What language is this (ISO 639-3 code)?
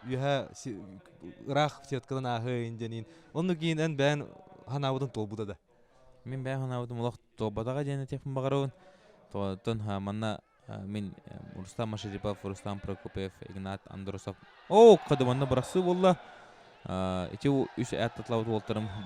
sah